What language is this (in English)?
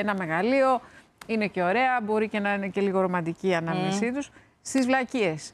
Greek